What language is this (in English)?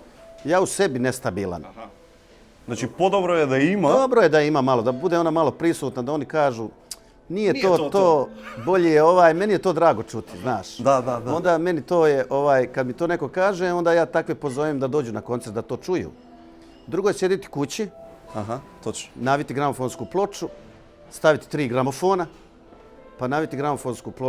Bosnian